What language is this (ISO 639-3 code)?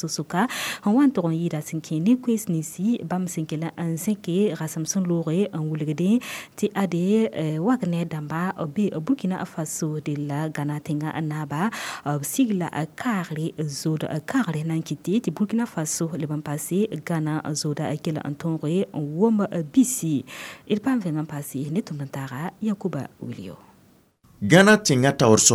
mos